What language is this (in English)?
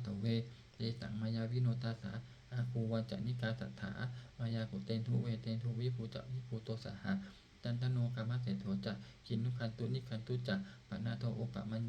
Pali